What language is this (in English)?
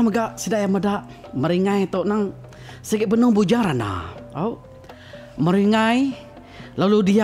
Iban